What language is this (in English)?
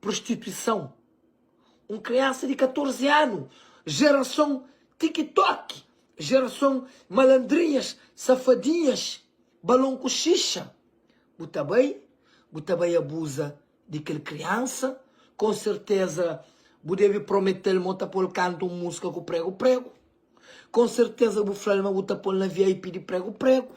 Kabuverdianu